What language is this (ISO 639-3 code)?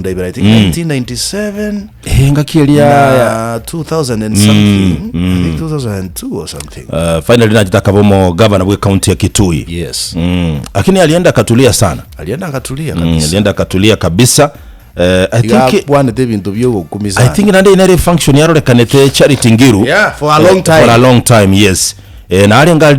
guz